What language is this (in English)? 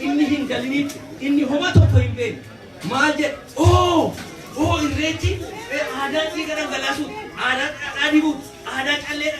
Oromo